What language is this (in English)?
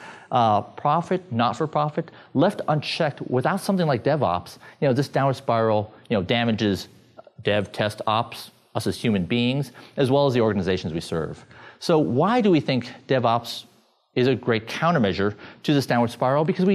English